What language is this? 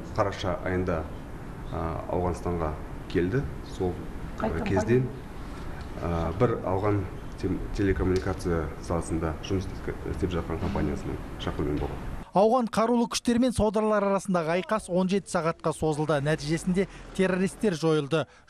Kazakh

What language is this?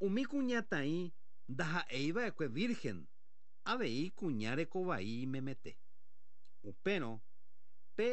Guarani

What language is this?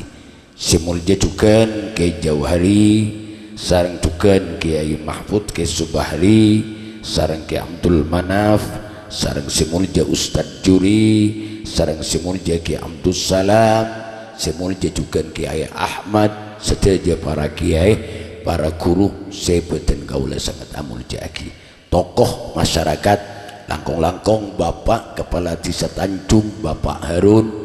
Madurese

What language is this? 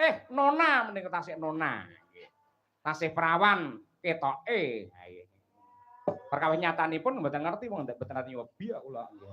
Javanese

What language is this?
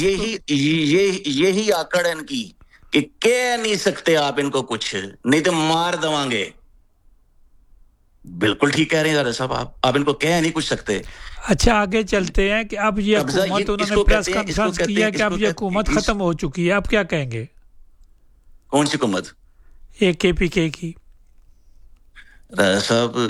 Urdu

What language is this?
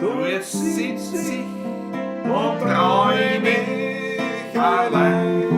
Bavarian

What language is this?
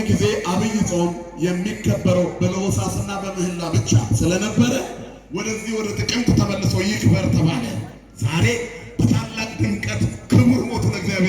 Amharic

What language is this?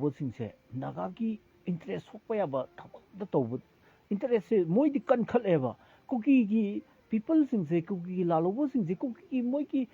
Manipuri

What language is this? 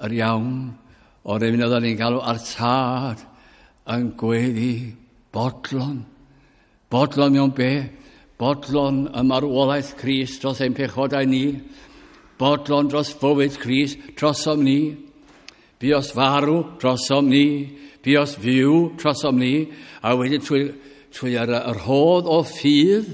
Welsh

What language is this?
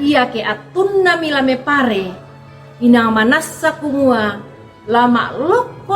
Toraja-Sa'dan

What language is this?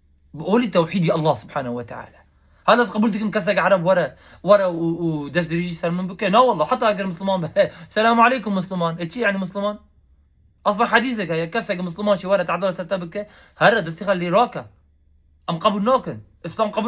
Kurdish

